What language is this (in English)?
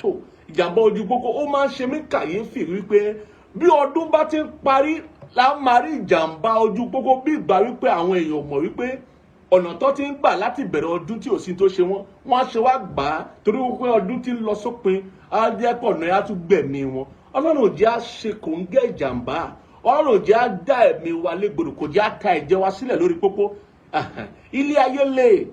Yoruba